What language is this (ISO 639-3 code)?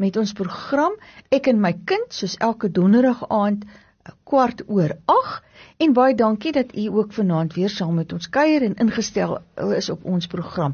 afr